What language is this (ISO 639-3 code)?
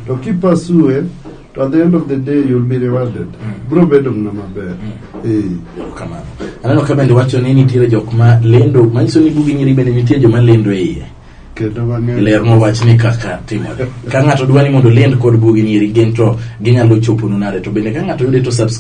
luo